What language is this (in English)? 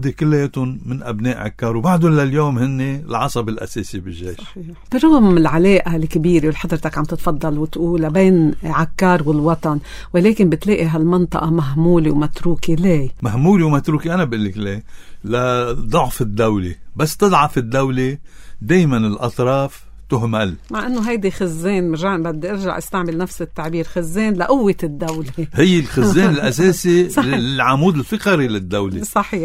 North Levantine Arabic